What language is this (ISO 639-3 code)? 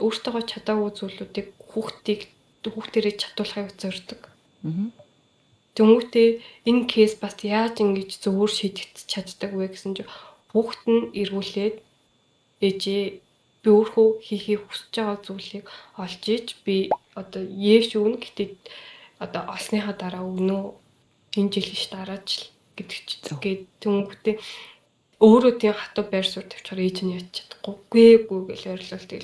mon